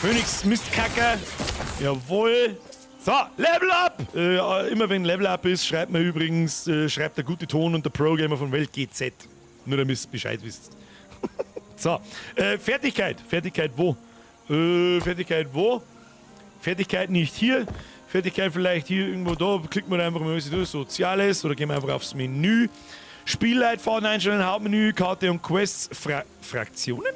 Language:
Bavarian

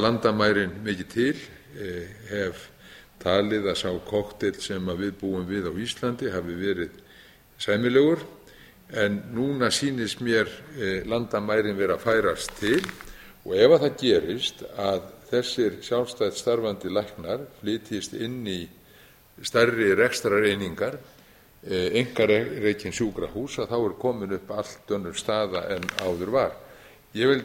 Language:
Icelandic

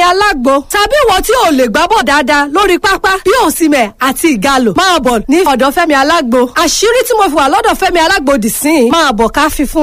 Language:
Yoruba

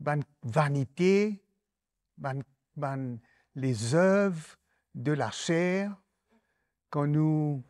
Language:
Morisyen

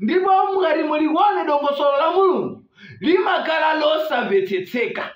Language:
Nyanja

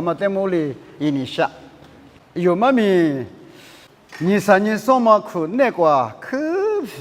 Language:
Lisu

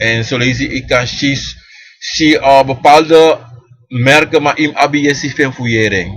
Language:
Sranan Tongo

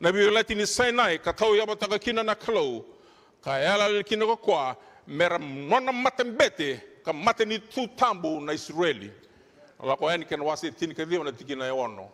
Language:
Fijian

